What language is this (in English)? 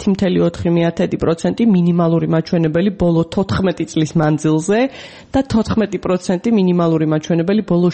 Georgian